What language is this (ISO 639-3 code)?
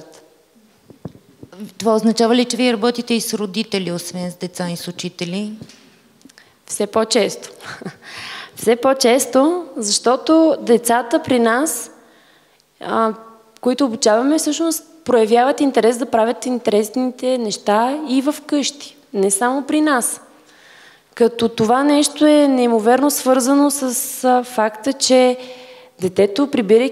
bul